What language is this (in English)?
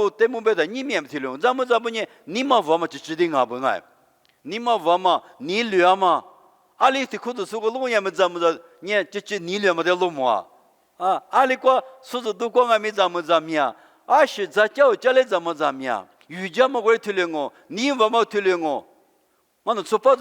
Lisu